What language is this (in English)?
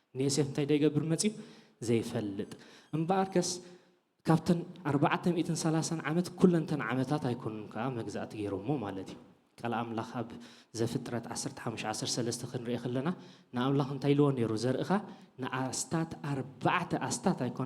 Tigrinya